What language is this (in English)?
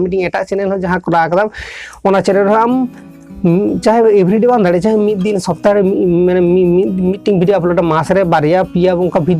Santali